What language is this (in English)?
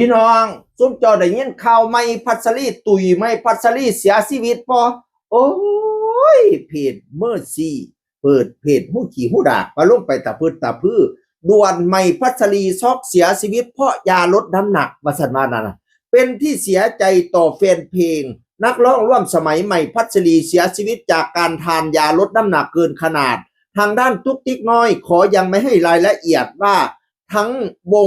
Northeastern Thai